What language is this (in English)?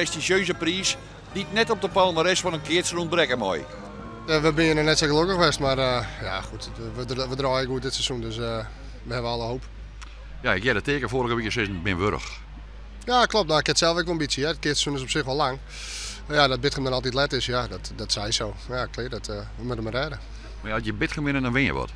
Western Frisian